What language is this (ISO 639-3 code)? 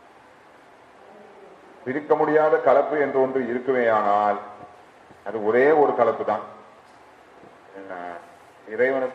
tam